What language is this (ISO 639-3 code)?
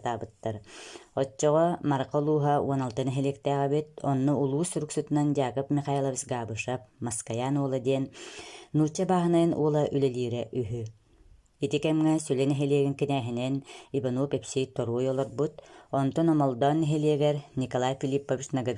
sah